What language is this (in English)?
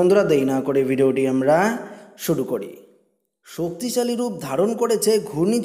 Bangla